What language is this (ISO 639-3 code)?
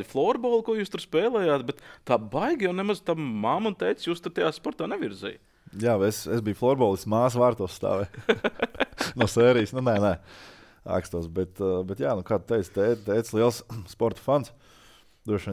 lav